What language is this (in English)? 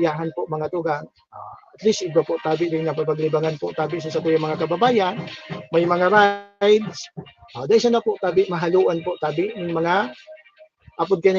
Bikol